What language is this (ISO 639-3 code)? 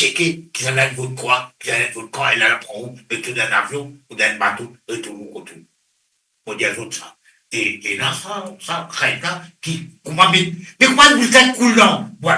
mfe